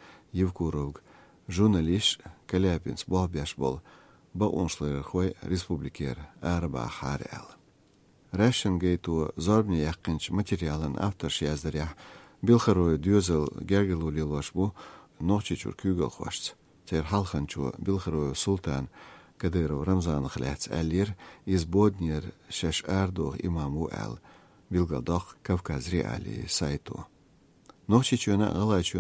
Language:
Chechen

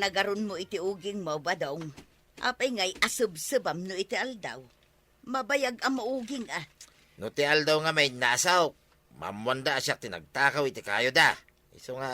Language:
Iloko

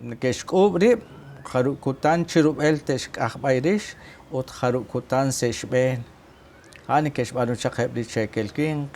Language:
Kekchí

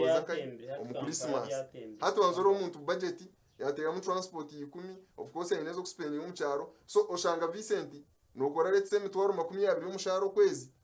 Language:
Nyankole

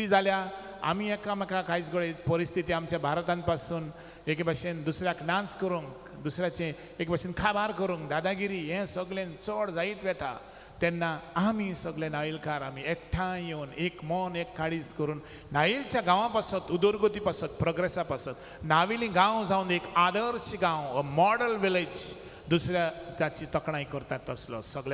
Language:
Konkani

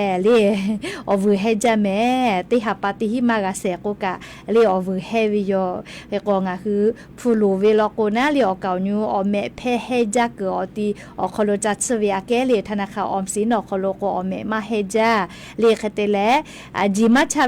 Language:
Lahu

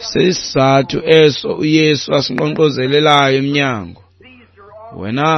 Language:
Xhosa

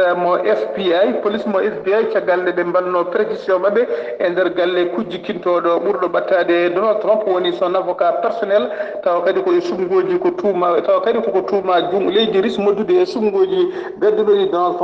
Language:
Fula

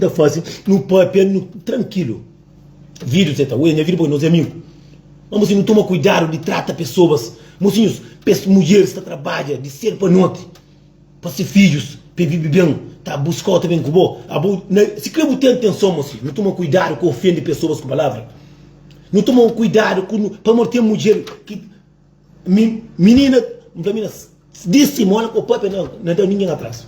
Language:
Kabuverdianu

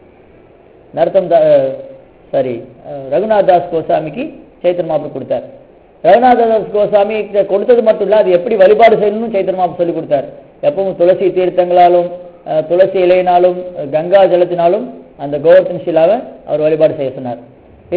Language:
Tamil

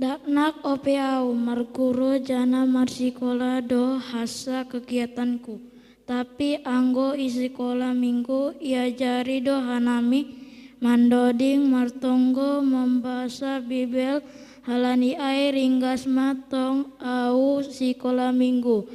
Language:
Batak Simalungun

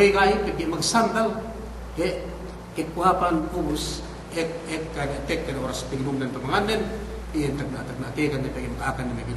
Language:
Yakan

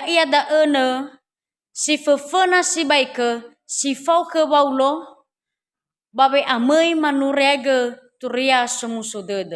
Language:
Nias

